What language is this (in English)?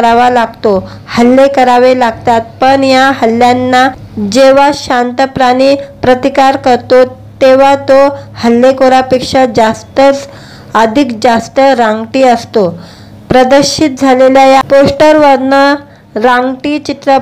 Marathi